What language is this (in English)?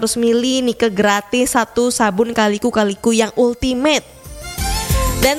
Indonesian